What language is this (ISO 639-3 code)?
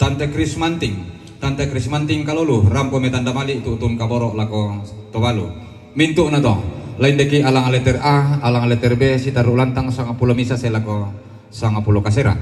sda